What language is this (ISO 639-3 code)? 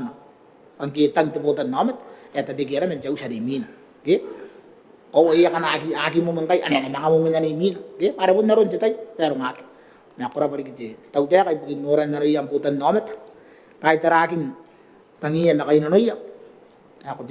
gil